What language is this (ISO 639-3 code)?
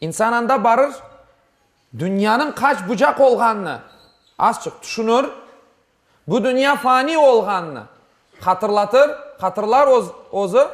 crh